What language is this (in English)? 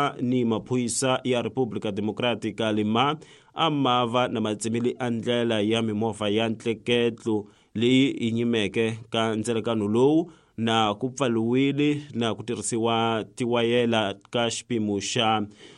Tsonga